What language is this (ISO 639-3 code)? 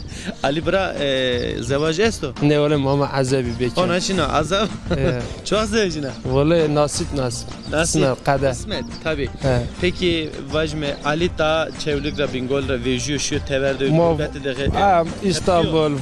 zza